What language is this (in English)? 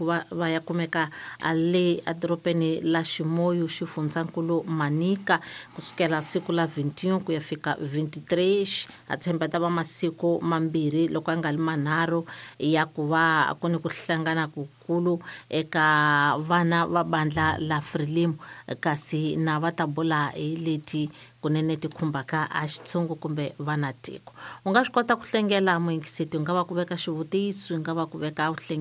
Tsonga